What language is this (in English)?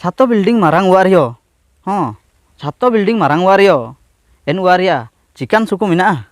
Ho